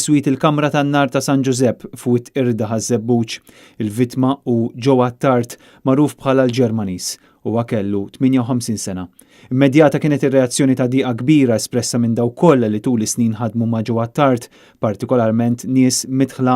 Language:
Maltese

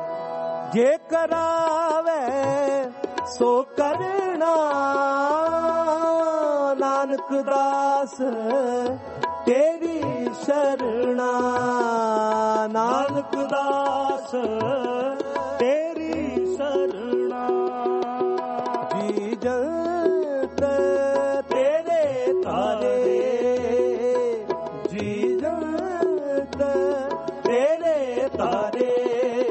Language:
Punjabi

